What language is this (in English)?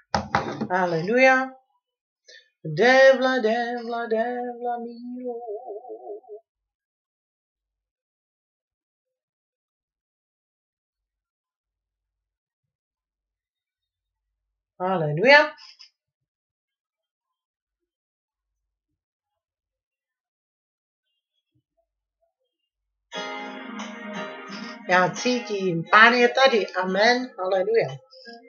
Czech